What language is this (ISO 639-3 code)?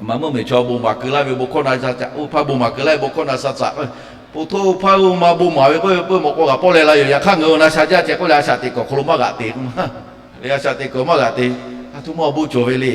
lhu